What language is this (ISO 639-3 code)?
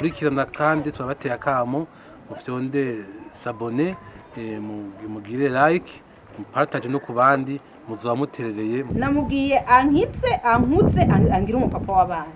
run